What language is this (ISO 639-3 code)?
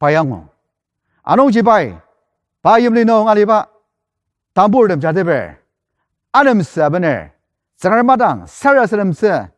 njo